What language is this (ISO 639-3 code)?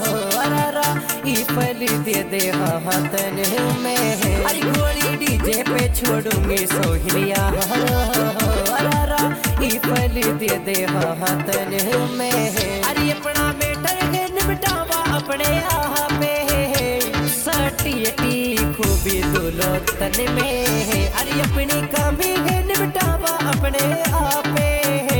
bho